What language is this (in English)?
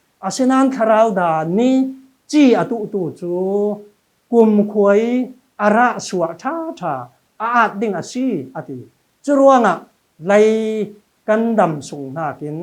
Falam Chin